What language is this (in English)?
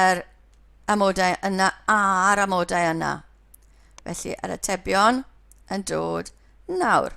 Welsh